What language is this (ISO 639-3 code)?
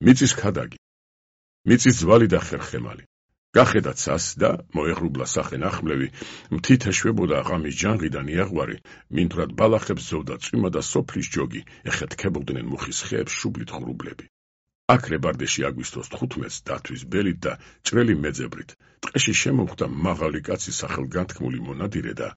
kat